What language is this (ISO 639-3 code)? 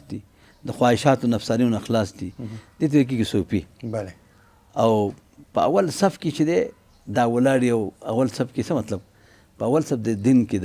pus